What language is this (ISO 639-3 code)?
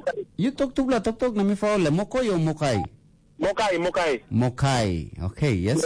tpi